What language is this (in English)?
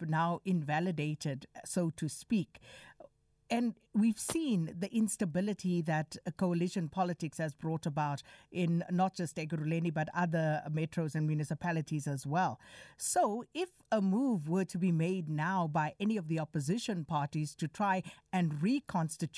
English